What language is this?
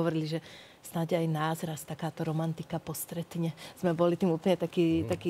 Slovak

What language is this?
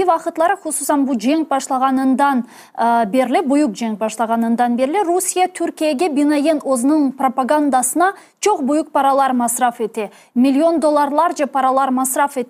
Crimean Tatar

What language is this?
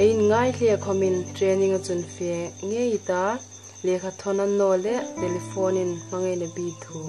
Hmar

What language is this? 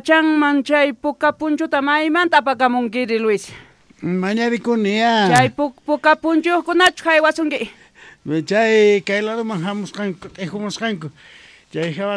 South Bolivian Quechua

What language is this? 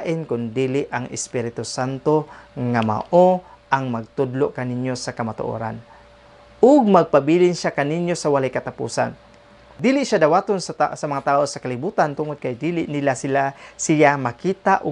Cebuano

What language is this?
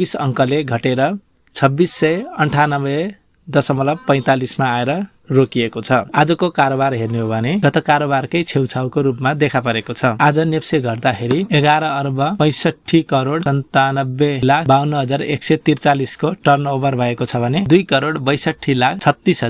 Nepali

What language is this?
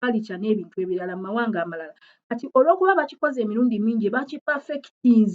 Ganda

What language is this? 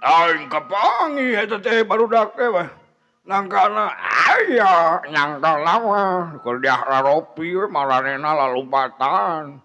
Sundanese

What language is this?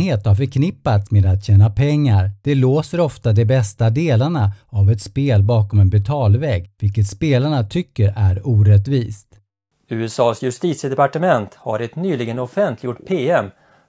Swedish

